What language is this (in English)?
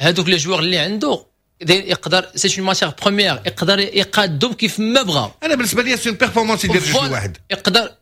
Moroccan Arabic